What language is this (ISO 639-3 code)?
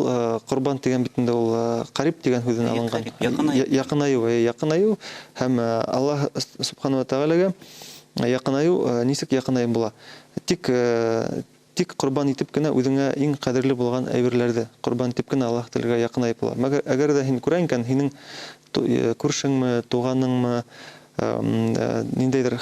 bak